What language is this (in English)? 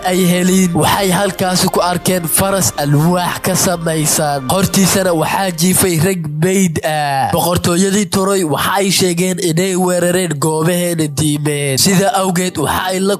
Somali